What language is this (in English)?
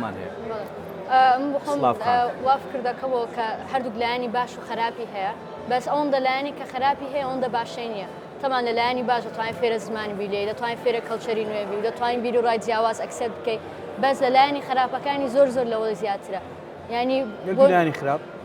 Central Kurdish